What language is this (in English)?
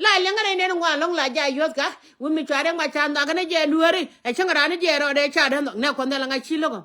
Nuer